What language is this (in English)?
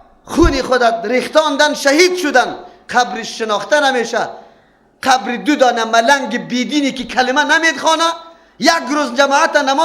Persian